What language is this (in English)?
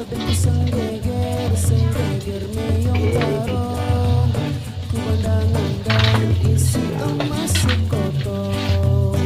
Sasak